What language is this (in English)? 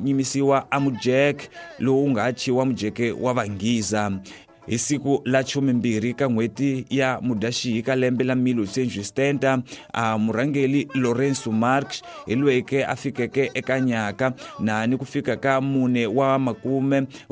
Tsonga